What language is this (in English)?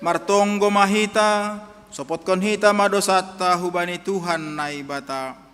Batak Simalungun